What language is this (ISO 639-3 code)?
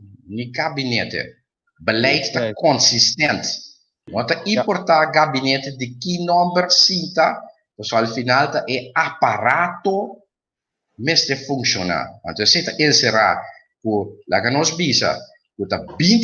pap